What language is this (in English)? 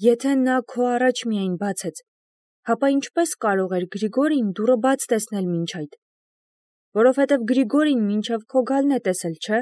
Armenian